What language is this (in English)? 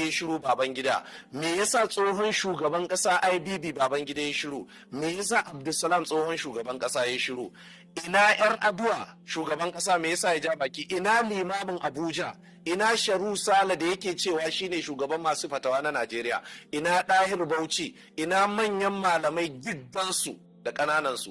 Hausa